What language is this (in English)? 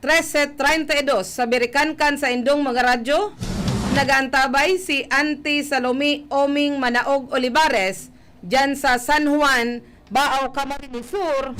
Bikol